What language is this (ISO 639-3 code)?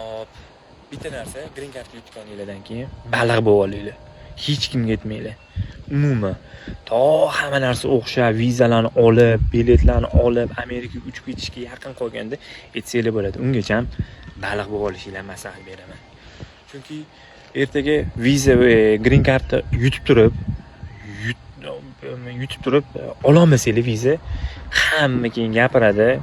uzb